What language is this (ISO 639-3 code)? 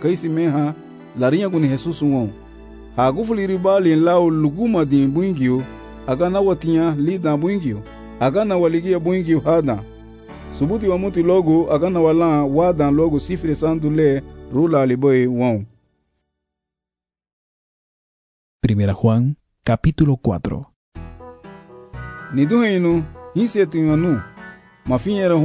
cab